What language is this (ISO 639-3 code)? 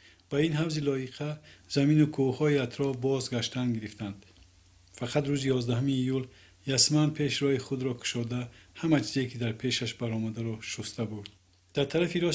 tgk